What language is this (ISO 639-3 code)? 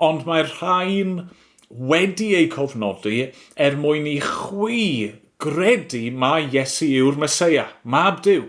cym